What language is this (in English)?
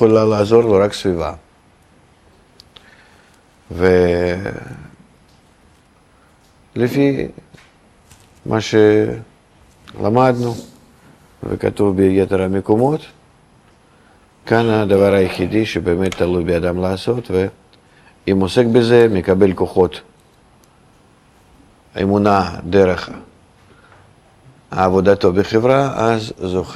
Hebrew